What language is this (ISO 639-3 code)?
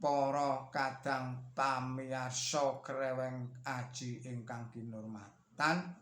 jav